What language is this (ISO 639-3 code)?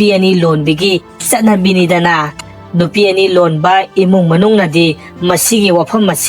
mni